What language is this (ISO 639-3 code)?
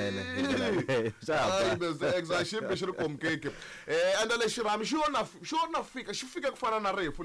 tso